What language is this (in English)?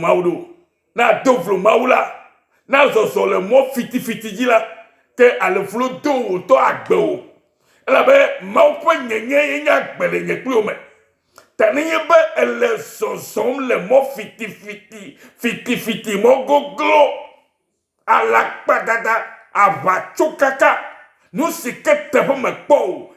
Ewe